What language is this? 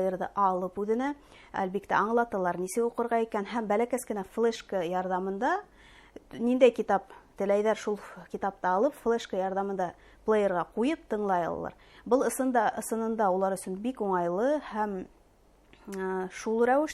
Bashkir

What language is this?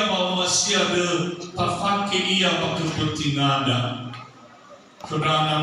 Nias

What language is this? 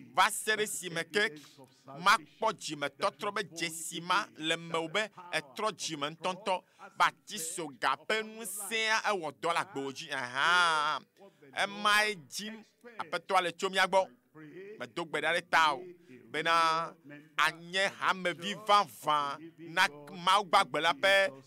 Ewe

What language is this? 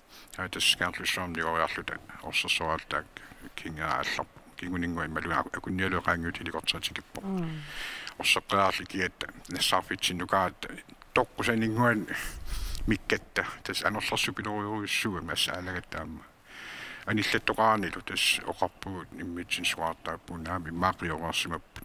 Kalaallisut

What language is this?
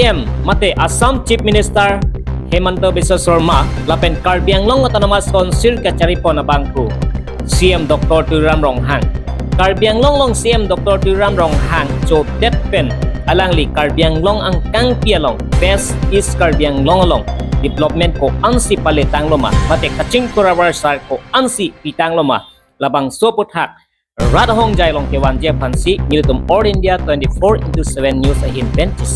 Karbi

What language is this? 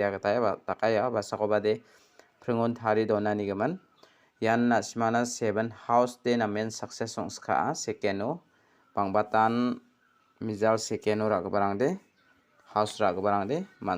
Garo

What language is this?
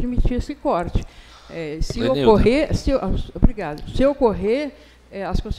Portuguese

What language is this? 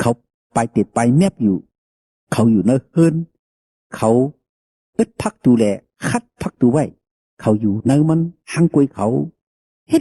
Shan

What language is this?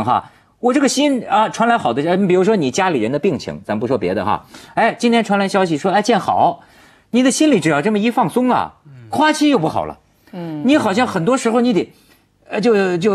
Chinese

